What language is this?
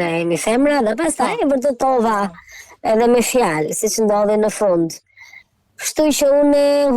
Albanian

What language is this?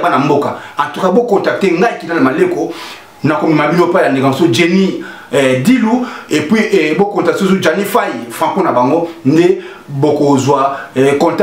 Lingala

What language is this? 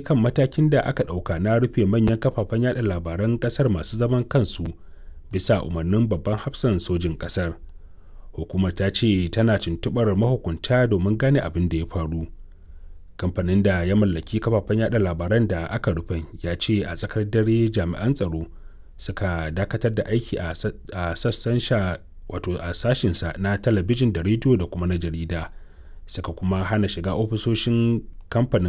Hausa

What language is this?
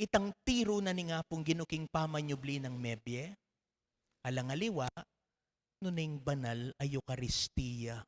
Pampanga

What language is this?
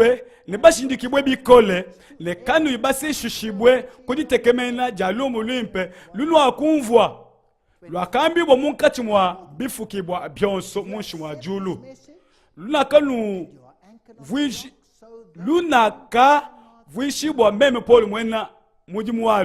Luba-Lulua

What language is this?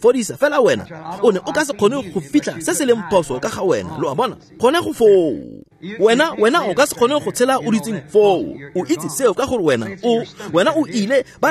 Tswana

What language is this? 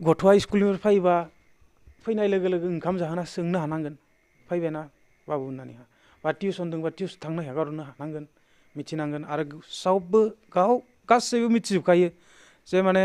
Bodo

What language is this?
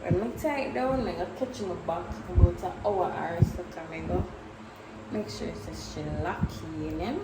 Jamaican Creole English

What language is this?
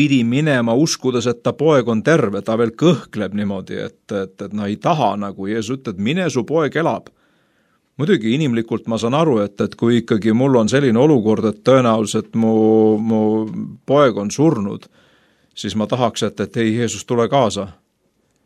Estonian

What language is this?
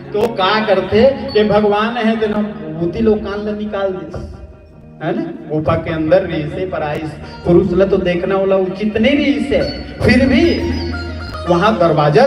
Chhattisgarhi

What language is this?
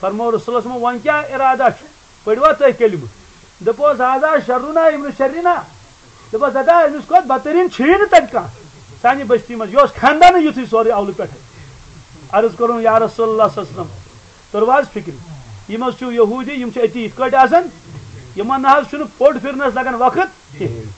Kashmiri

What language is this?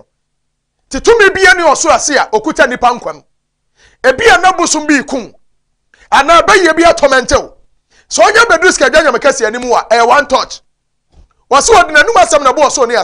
Akan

